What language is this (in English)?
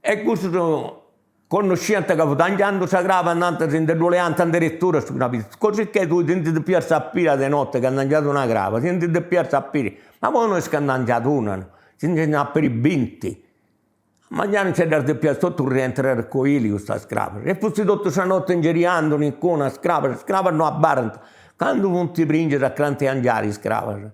Sardinian